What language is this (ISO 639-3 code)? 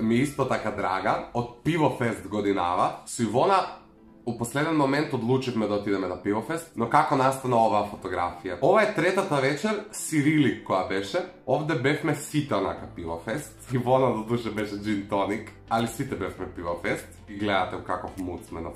mkd